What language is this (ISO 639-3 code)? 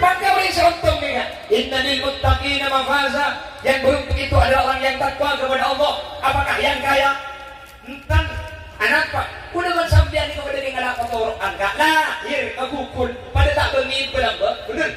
mad